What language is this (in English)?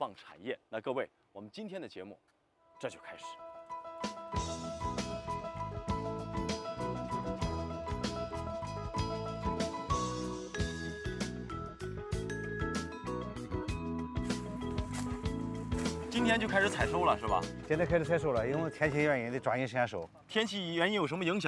Chinese